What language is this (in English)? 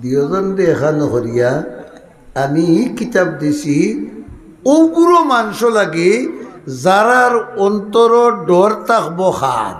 Sylheti